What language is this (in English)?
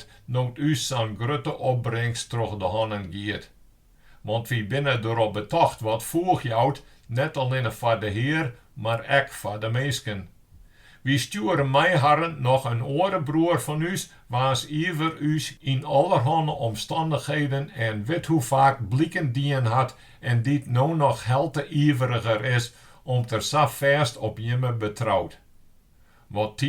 Western Frisian